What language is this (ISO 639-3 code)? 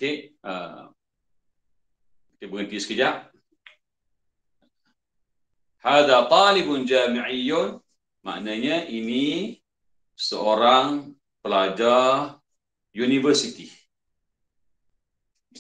msa